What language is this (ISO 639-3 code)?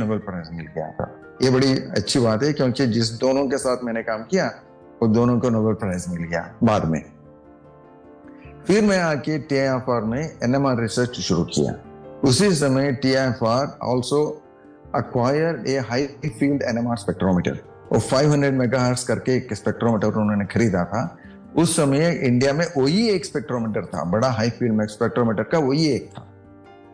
hin